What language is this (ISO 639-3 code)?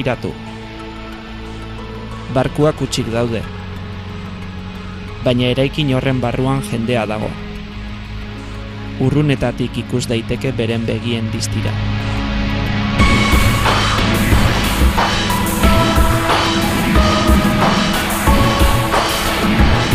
eus